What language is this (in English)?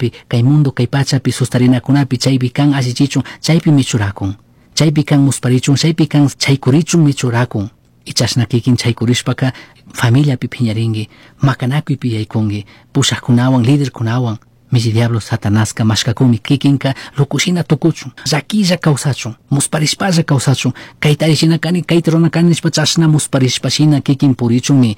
Chimborazo Highland Quichua